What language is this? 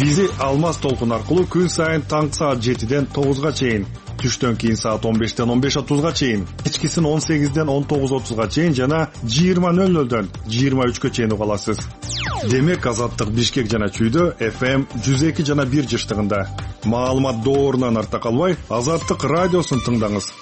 Kyrgyz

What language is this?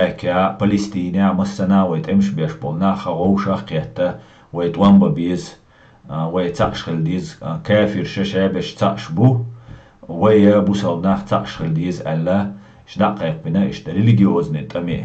Chechen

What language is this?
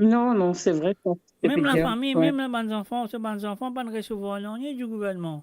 Morisyen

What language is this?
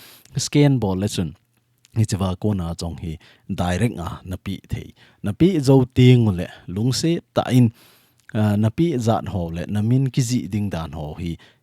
Thado Chin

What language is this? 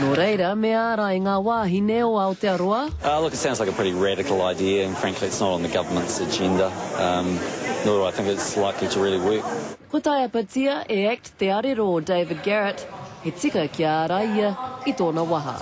Māori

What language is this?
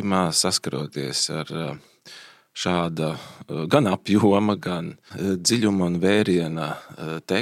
Latvian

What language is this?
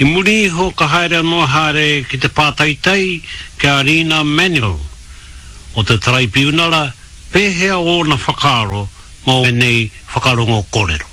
Māori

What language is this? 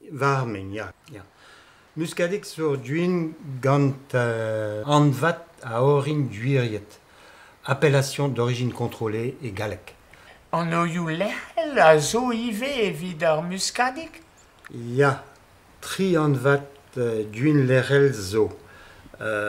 Breton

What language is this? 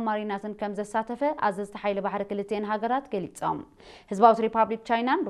Tigrinya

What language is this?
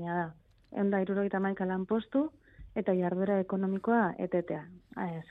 Basque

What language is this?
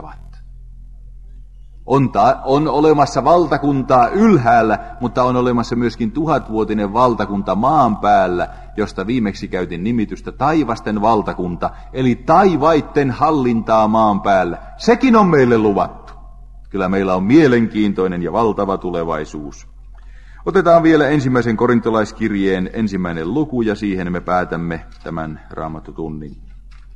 Finnish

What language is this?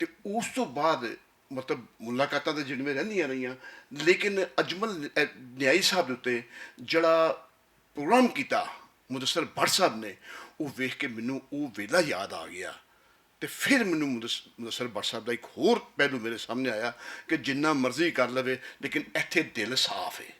Western Panjabi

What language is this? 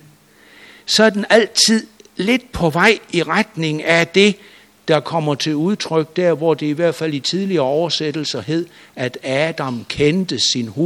Danish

